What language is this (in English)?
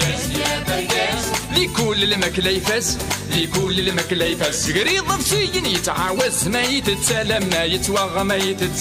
Kabyle